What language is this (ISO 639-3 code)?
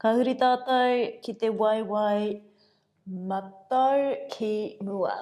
mri